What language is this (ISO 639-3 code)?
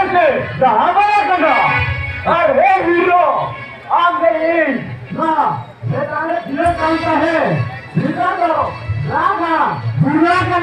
sat